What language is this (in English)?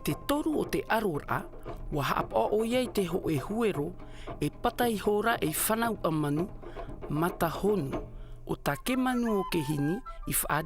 Tahitian